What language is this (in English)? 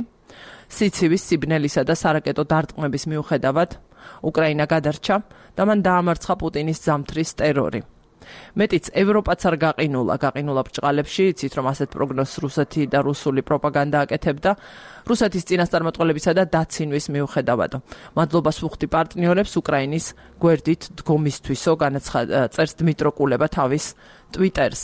Georgian